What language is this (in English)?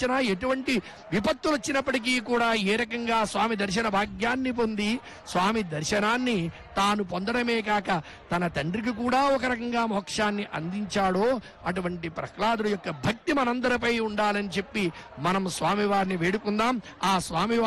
Telugu